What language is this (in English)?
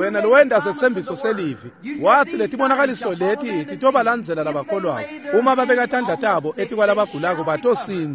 Swati